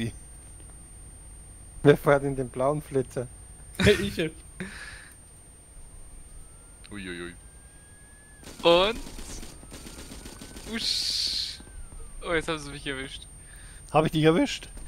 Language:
German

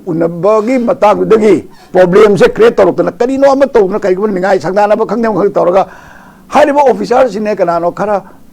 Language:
Manipuri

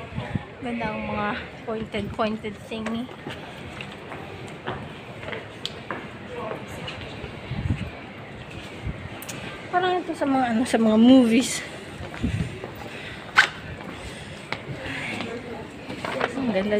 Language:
Filipino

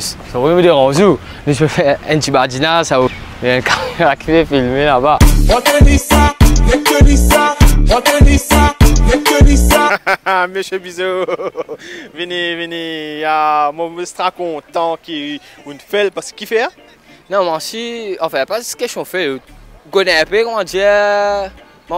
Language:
Morisyen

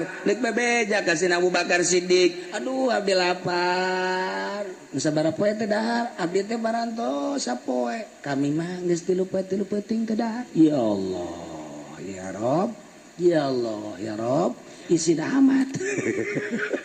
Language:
Sundanese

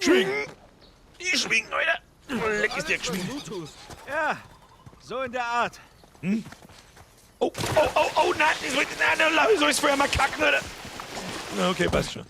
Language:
Bavarian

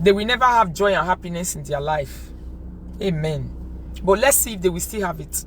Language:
Nigerian Pidgin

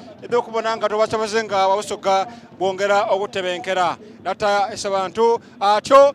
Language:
Soga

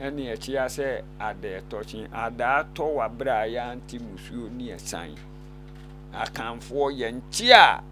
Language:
Akan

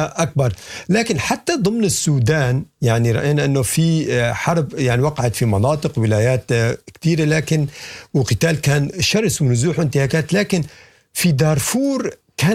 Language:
Sudanese Arabic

